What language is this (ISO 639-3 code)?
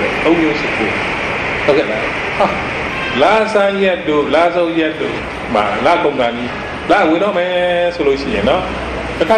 mya